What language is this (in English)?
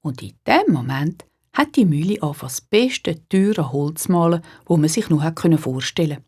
Swiss German